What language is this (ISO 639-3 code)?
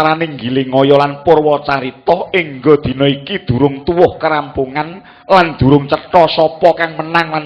jav